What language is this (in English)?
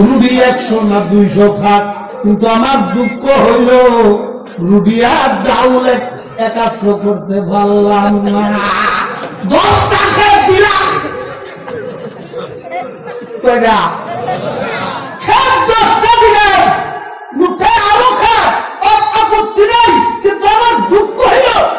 Bangla